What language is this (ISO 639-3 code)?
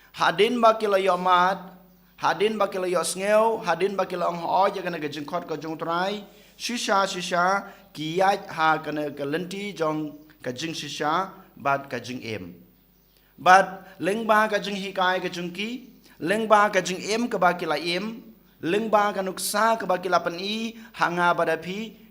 kha